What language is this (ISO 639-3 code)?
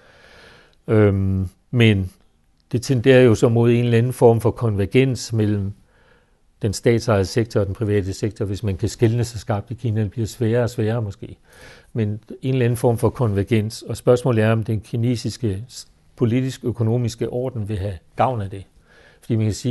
dan